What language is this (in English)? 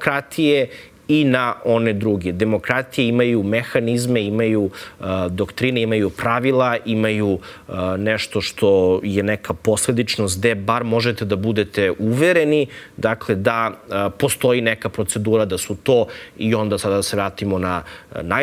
Serbian